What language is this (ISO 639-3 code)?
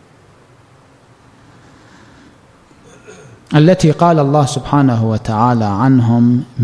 ara